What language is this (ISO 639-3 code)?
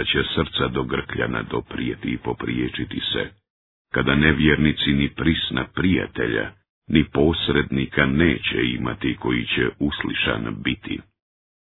bos